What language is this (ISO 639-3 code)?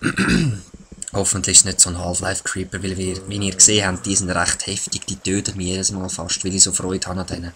gsw